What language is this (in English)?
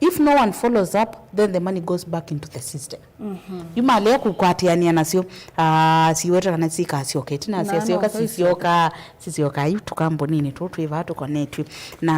Kamba